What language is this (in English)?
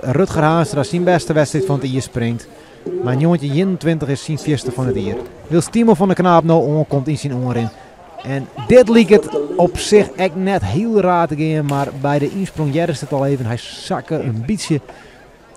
Western Frisian